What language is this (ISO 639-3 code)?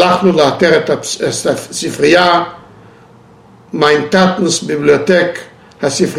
heb